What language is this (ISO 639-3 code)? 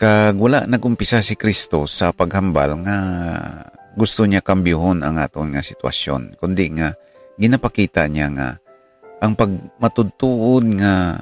hil